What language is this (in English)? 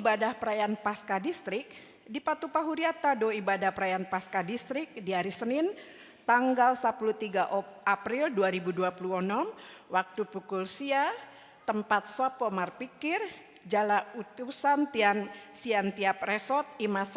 Batak Toba